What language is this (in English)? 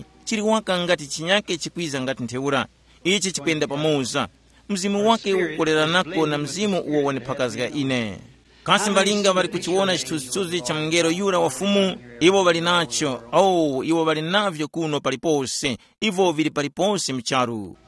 Tumbuka